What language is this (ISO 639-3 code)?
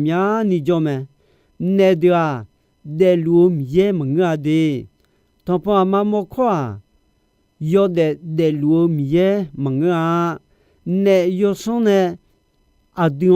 ahk